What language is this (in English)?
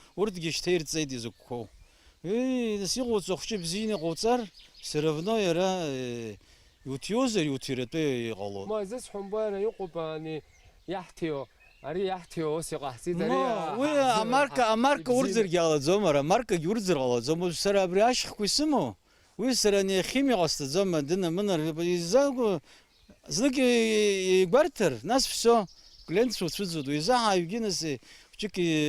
Abkhazian